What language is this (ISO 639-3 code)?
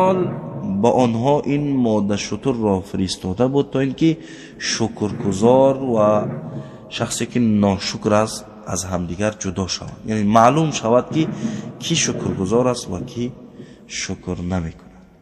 tgk